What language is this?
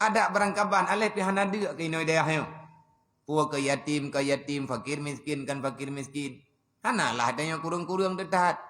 Achinese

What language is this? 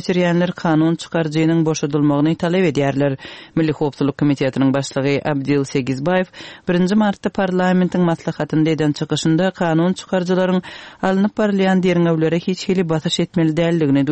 Turkmen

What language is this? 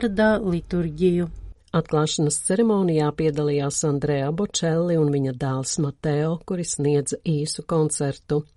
Latvian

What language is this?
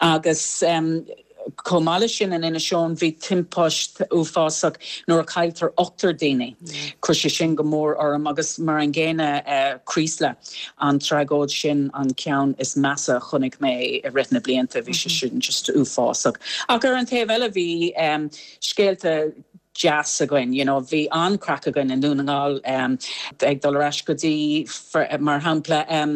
Irish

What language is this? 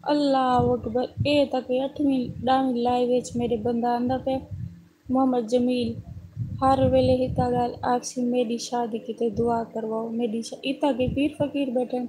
Saraiki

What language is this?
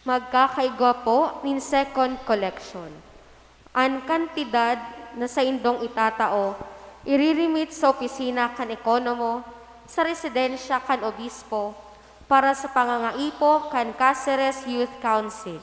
Bikol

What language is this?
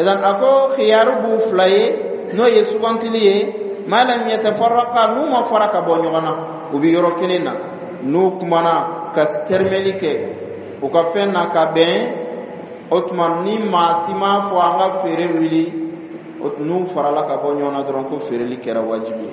Dyula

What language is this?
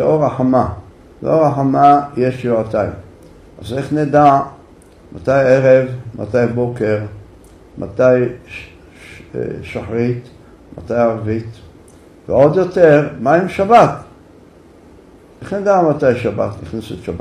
Hebrew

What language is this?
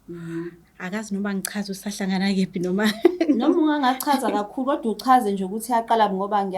Zulu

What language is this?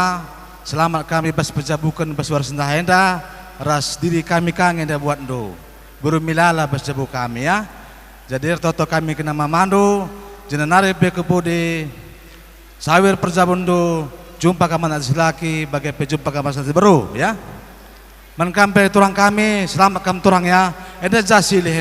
Batak Karo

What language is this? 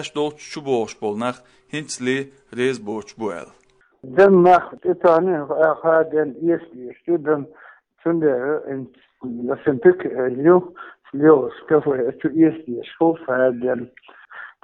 Chechen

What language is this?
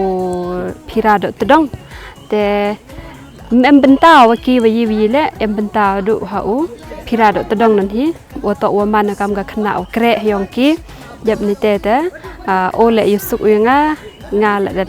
Khasi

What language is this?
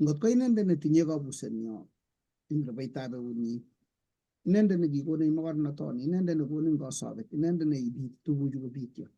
Kalenjin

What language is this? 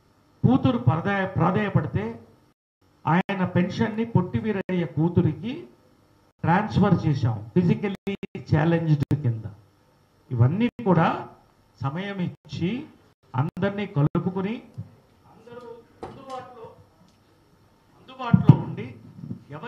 Telugu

